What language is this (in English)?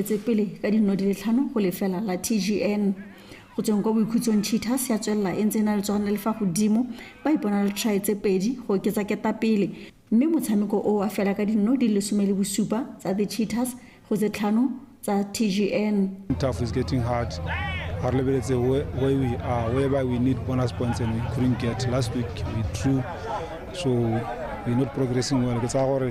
Tswana